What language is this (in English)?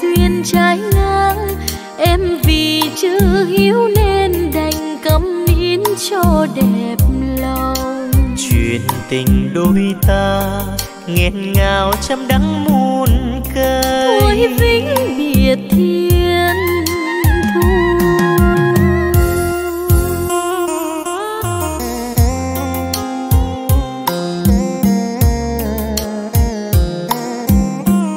Vietnamese